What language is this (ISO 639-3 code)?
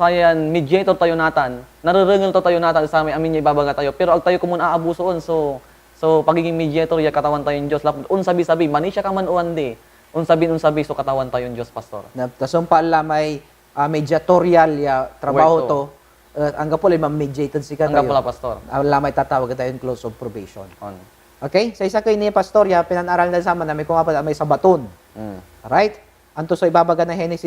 pag